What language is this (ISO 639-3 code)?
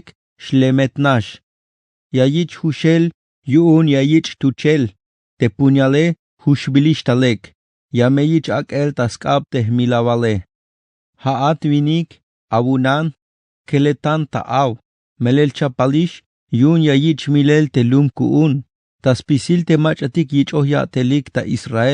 tzh